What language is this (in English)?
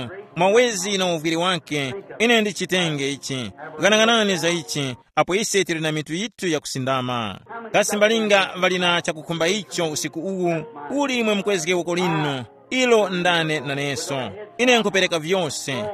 Tumbuka